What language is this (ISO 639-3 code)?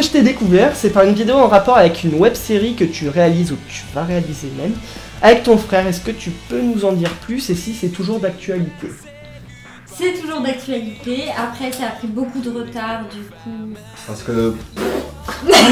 fra